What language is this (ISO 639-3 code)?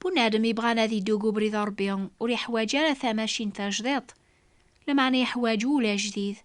kab